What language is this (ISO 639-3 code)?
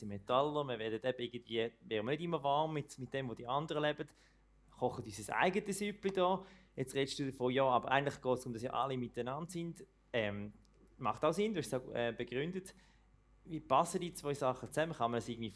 gsw